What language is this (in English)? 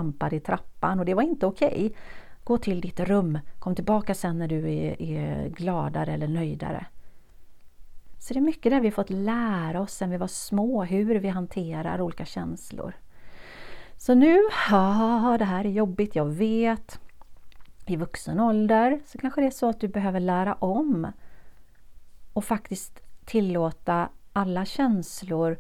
Swedish